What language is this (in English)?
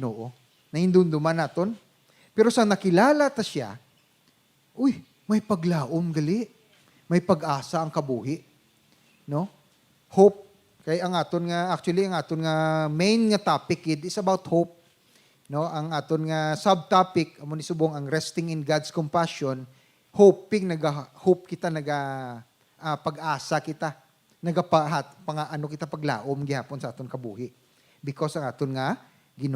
Hiligaynon